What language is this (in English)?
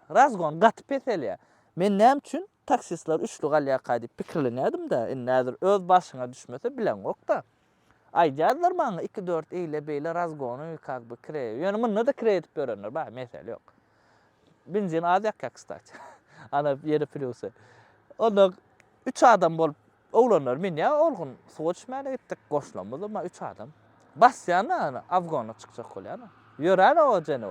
Turkmen